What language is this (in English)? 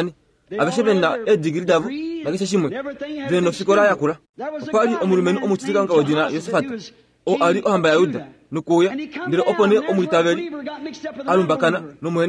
Kuanyama